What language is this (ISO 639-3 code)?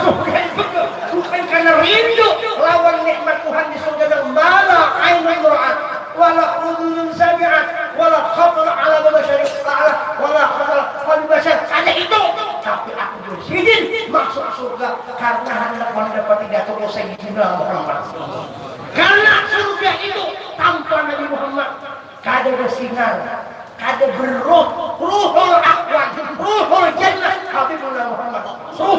bjn